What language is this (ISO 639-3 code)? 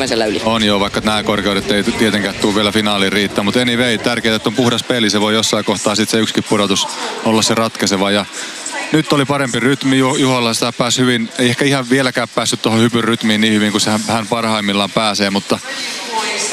fin